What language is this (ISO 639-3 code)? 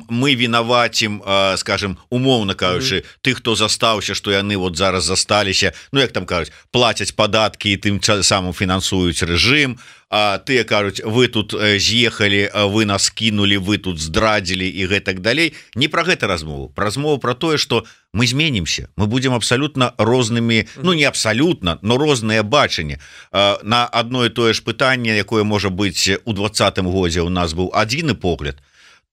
bel